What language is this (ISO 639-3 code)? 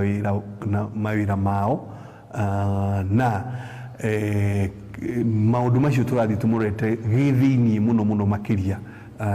kik